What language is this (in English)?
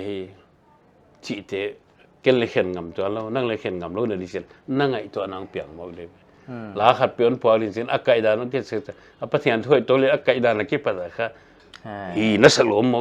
Paite Chin